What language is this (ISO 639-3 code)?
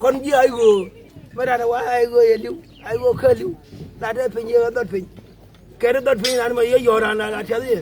nus